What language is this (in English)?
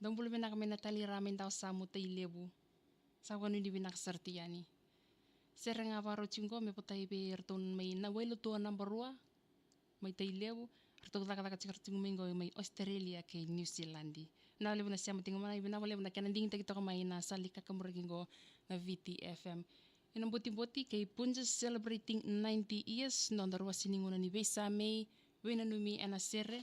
Fijian